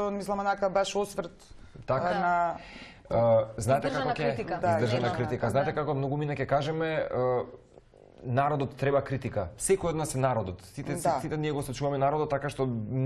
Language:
Macedonian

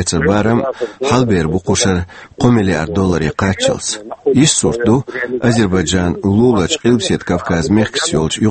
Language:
Chechen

